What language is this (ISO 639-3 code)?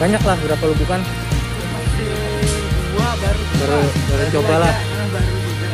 bjn